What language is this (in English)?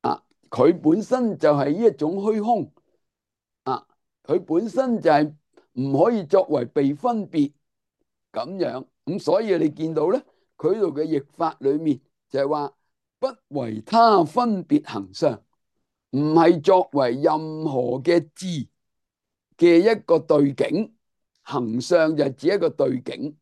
Cantonese